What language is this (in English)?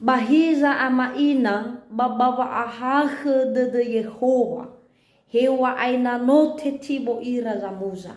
Nias